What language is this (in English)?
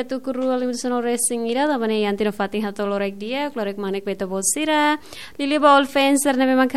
Tetum